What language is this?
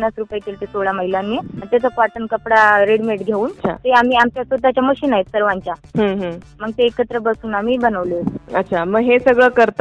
Marathi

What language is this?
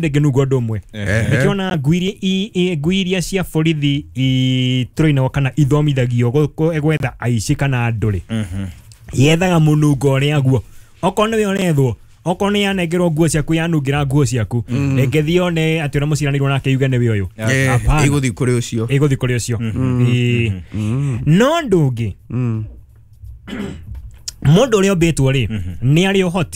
Kikuyu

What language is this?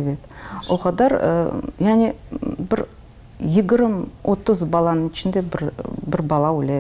Crimean Tatar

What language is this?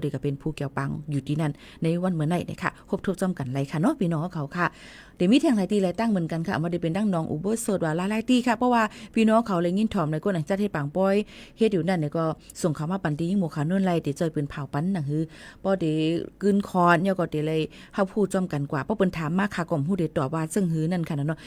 Shan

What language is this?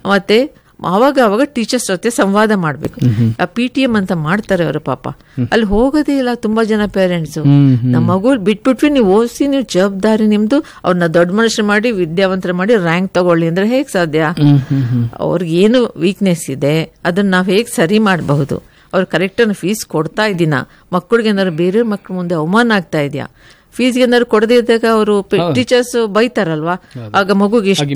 Kannada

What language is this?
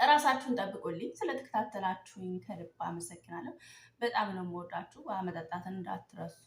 Amharic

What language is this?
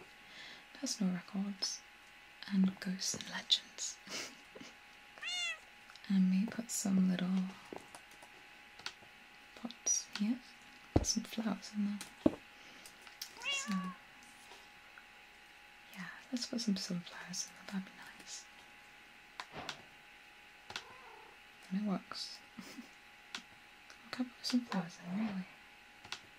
English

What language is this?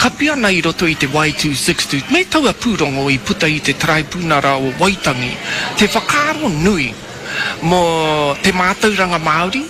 Māori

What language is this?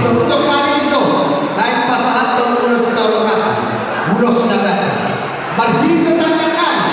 Batak Toba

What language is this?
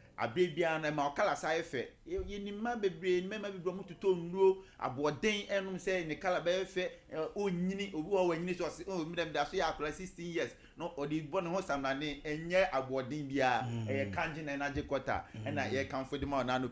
Akan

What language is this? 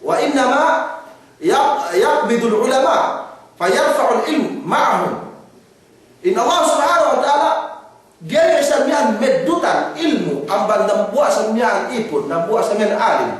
Yakan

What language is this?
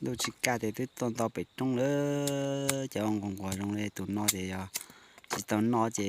Hmong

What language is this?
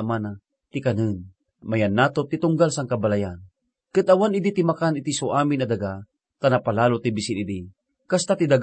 Iloko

